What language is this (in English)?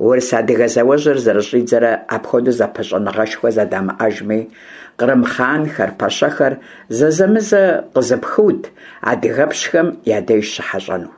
Kabardian